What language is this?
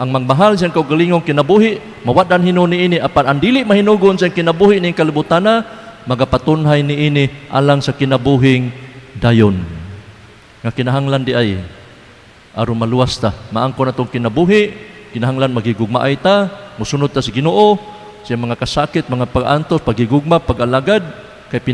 Cebuano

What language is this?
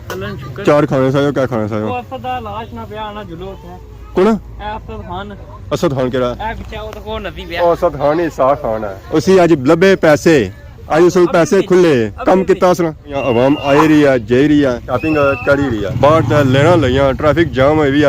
Pahari-Potwari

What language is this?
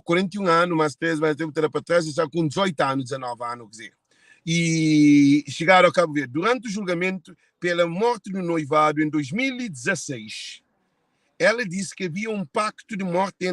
Kabuverdianu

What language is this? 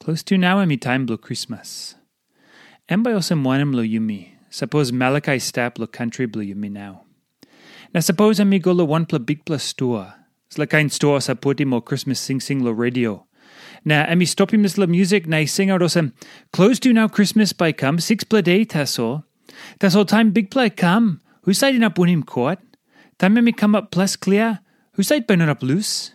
Tok Pisin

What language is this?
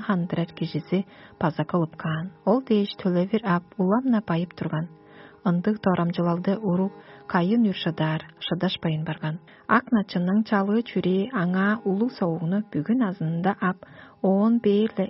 Tuvinian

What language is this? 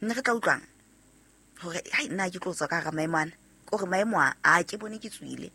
Southern Sotho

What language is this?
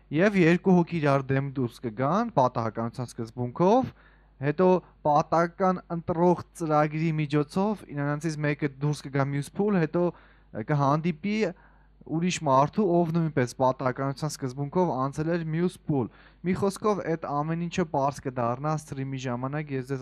Armenian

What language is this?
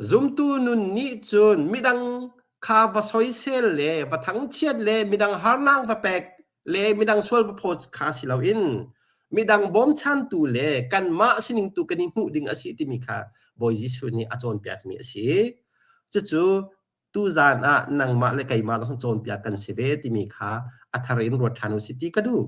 Hakha Chin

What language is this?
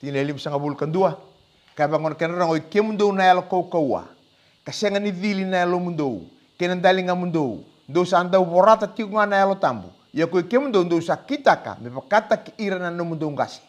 Fijian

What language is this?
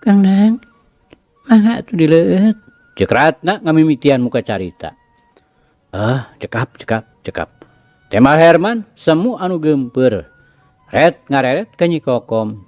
Sundanese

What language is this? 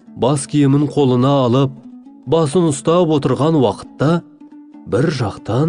Kazakh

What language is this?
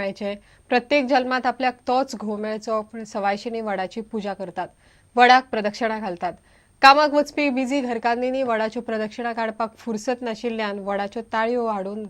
Konkani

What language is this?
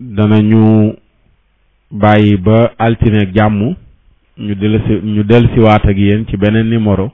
Wolof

